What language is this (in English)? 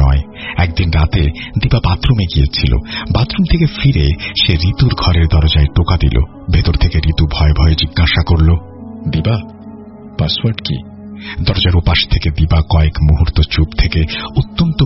Bangla